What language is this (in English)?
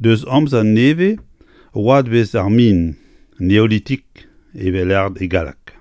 Breton